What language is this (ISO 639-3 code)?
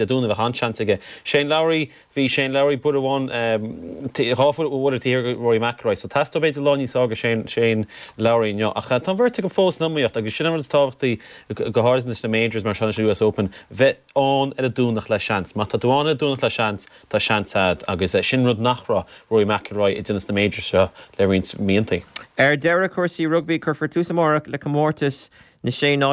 gle